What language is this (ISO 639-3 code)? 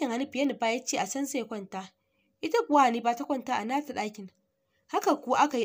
hau